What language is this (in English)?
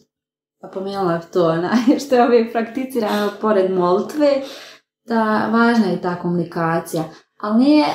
Croatian